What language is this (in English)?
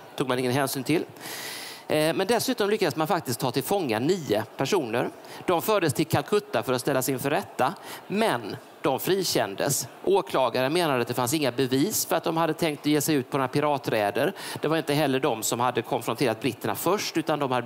Swedish